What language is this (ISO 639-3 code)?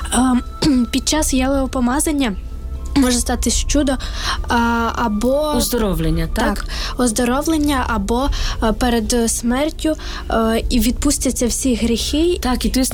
ukr